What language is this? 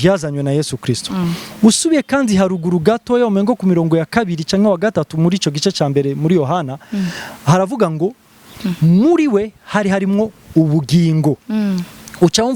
Rundi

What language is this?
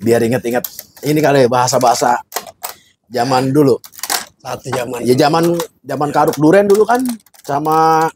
Betawi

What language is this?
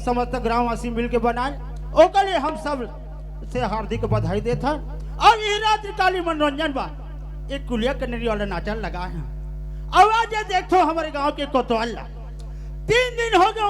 Chhattisgarhi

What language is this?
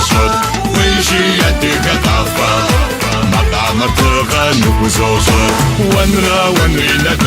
Kabardian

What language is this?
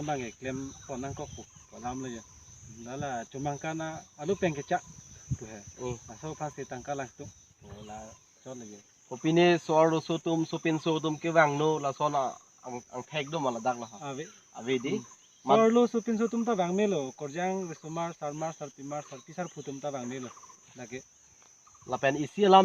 Karbi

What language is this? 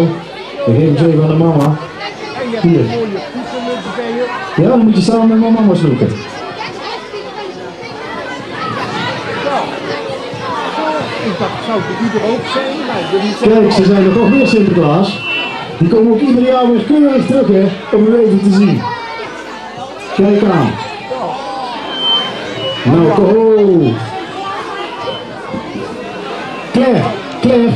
Dutch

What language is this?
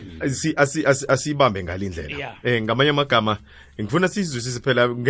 South Ndebele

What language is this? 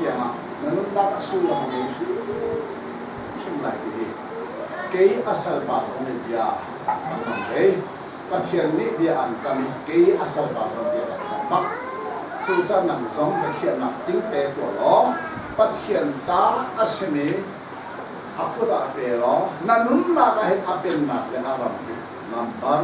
Hakha Chin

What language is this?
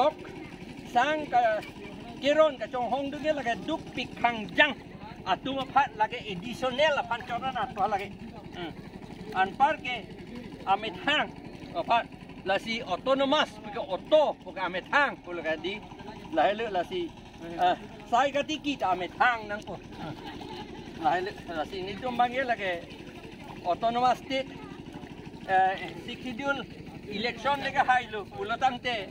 Karbi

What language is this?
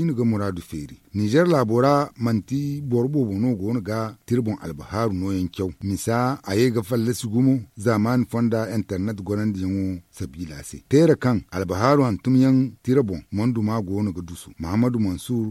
Zarma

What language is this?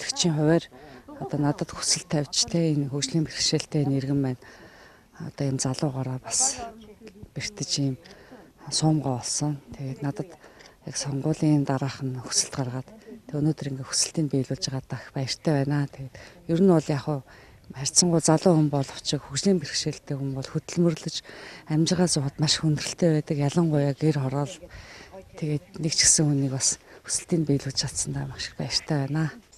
Mongolian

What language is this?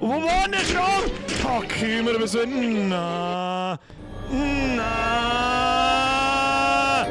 Bavarian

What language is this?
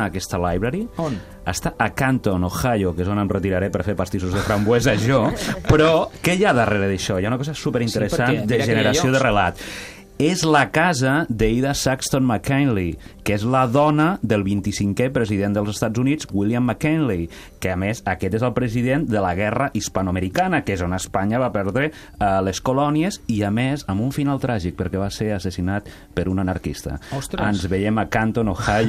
Catalan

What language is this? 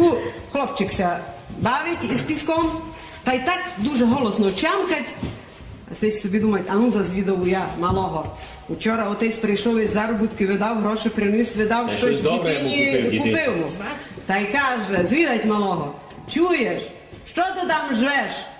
Rusyn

